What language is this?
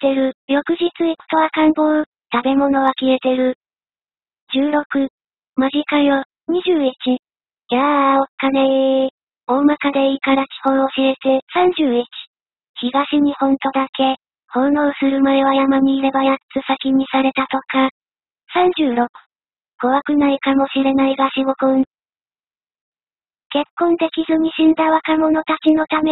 Japanese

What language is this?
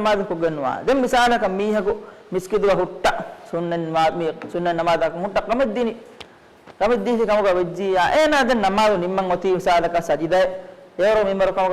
Divehi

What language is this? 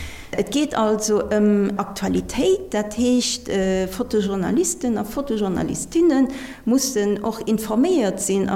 Luxembourgish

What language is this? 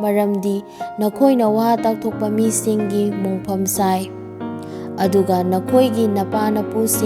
Manipuri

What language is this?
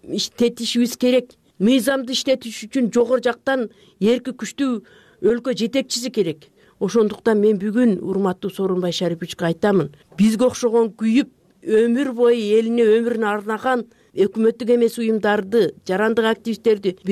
Kyrgyz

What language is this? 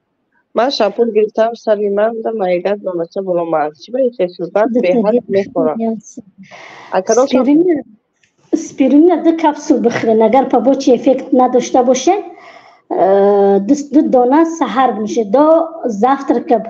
Tajik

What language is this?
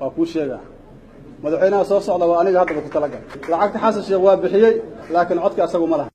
Somali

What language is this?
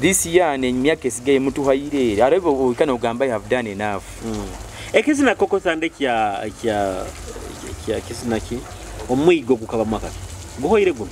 Nyoro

